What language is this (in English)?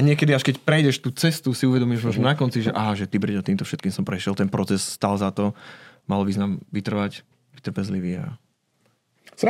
Slovak